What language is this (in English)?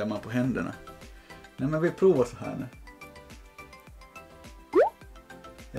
Swedish